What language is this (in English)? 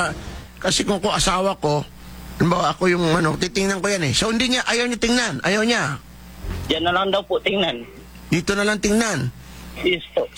Filipino